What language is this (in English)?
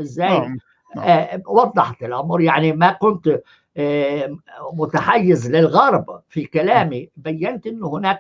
North Levantine Arabic